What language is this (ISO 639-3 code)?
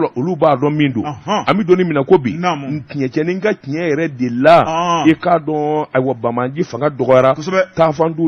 bam